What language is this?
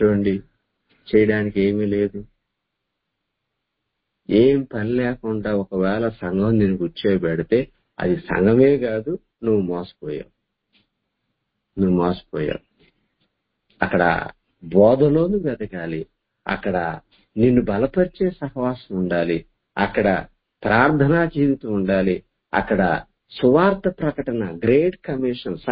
Telugu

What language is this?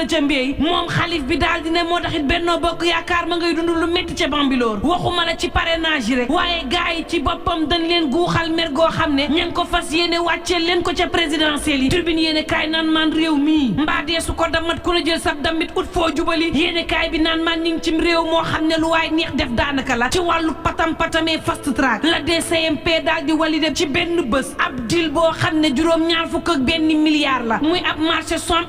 Wolof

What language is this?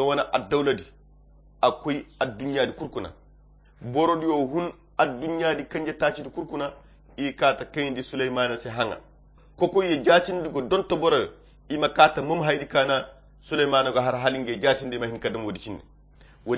Koyra Chiini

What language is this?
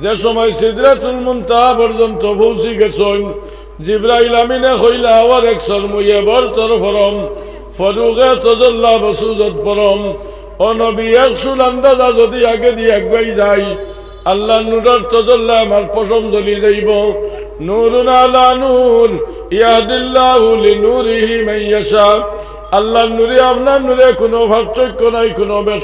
Sylheti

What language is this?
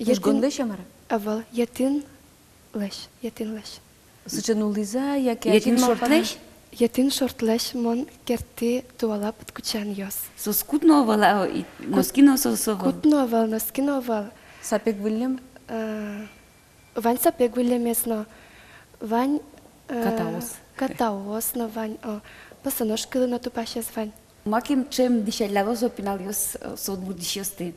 Udmurt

